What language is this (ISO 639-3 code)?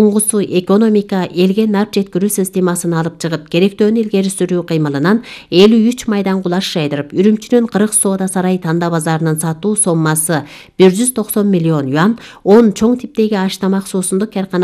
kir